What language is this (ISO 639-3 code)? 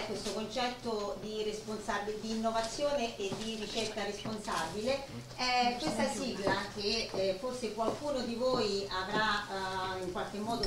ita